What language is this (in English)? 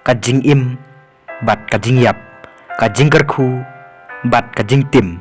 Khasi